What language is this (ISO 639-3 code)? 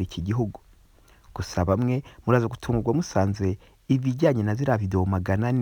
kin